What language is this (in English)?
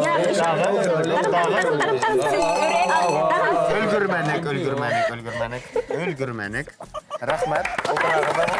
Bashkir